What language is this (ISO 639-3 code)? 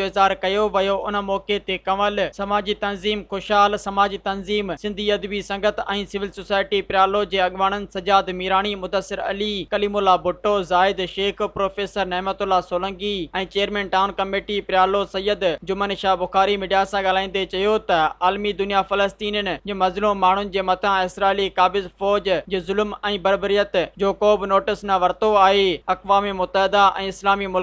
snd